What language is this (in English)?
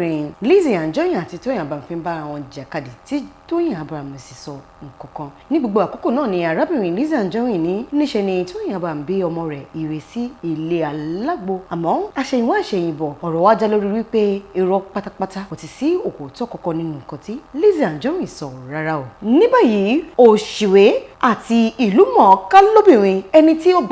Yoruba